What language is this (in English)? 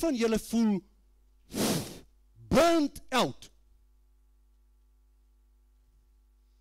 Afrikaans